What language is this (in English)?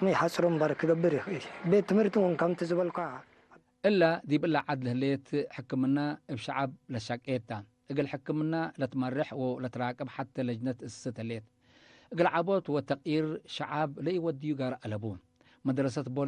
Tigre